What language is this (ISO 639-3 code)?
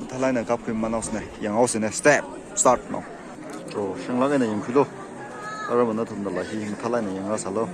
nmf